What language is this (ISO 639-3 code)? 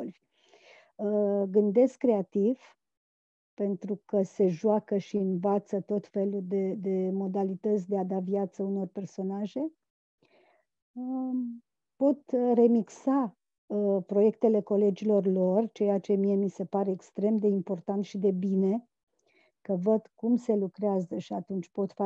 ron